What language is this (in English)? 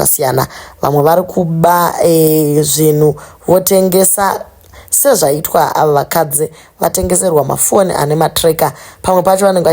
Shona